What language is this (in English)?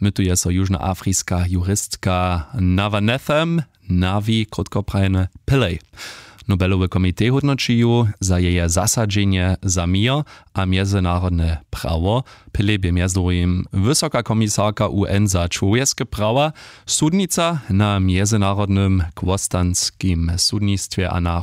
Upper Sorbian